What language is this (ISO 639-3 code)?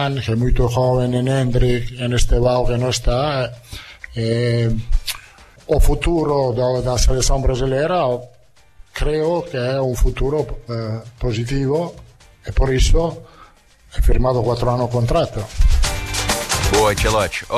por